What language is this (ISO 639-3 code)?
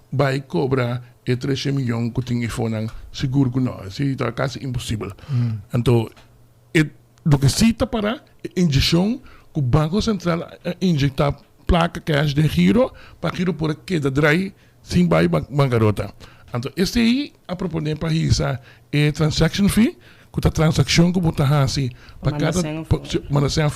pap